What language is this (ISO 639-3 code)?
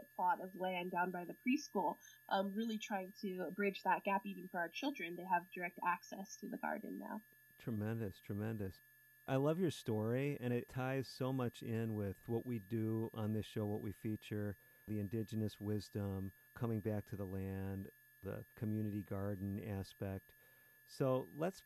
eng